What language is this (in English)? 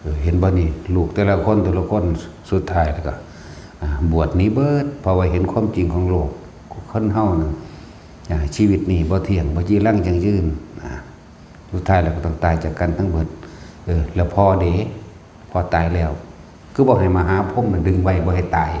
Northeastern Thai